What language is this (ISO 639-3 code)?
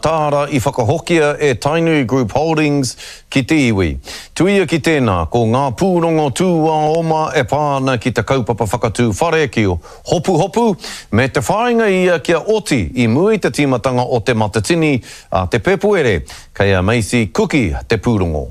mri